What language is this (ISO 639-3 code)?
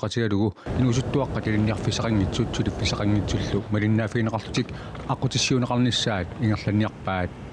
kal